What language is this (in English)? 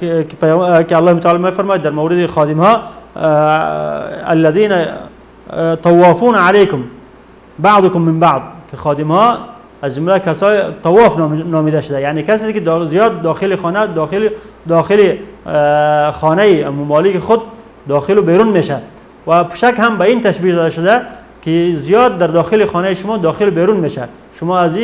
Persian